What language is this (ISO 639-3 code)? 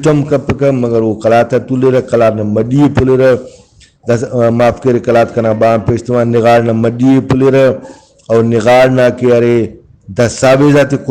brh